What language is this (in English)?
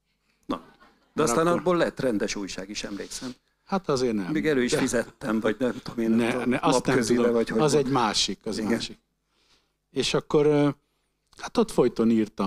Hungarian